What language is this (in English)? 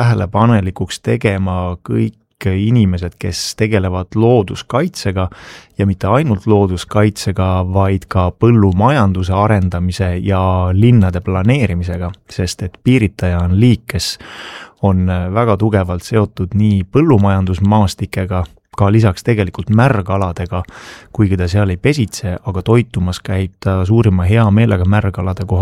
Estonian